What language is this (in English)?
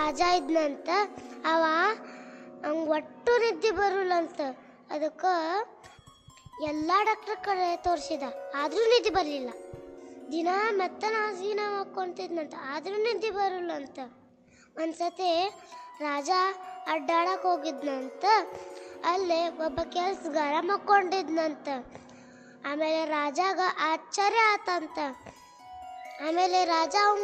Kannada